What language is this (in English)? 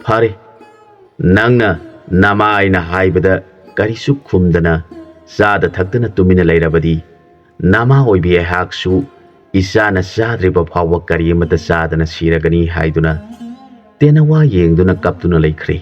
Manipuri